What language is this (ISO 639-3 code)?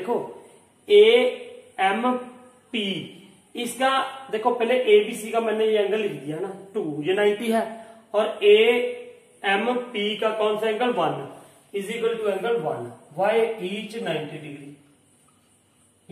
hin